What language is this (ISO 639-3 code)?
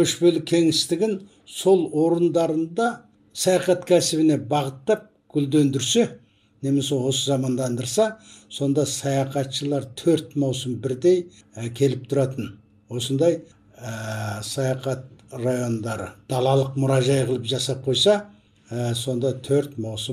kaz